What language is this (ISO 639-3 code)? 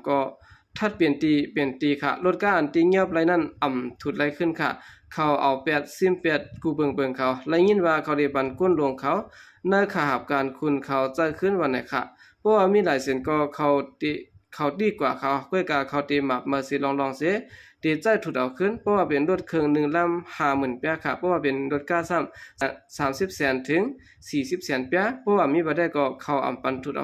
shn